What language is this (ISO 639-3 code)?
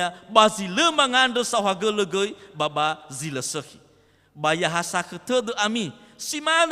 nia